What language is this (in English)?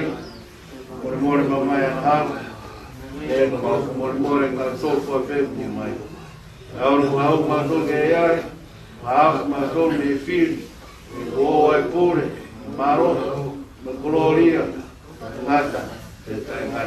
Tongan